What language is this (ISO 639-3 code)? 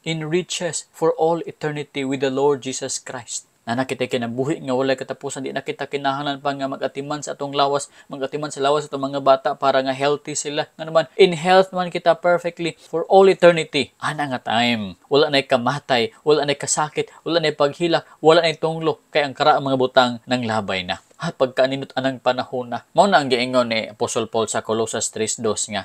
ceb